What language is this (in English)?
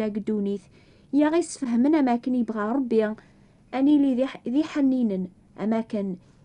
Kabyle